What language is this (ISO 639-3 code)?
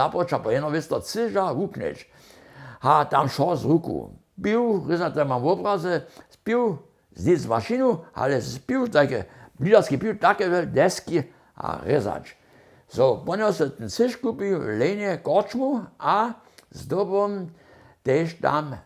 hsb